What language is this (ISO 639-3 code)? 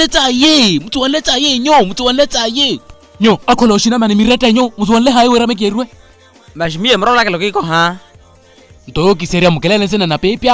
vmw